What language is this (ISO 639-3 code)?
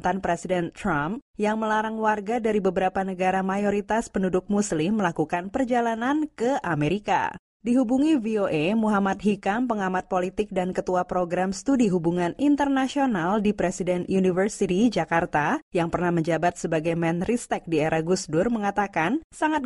ind